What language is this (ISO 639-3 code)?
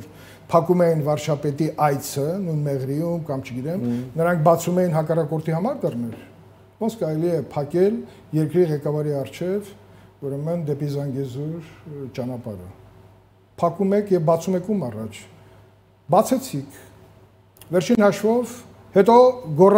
hye